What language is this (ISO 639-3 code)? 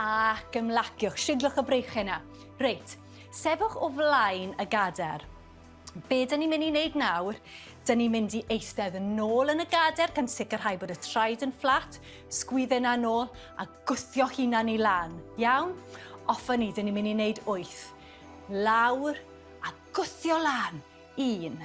cym